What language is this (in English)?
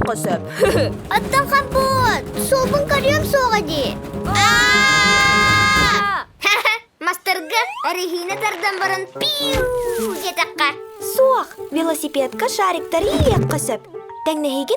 Yakut